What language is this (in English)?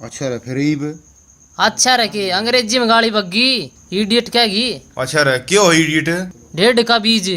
Haryanvi